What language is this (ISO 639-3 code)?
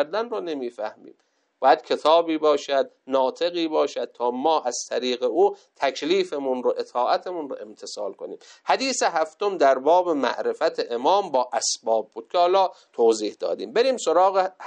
fas